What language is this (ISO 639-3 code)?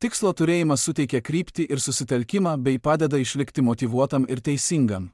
lit